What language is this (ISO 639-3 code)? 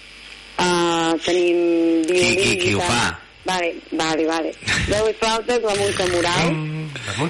cat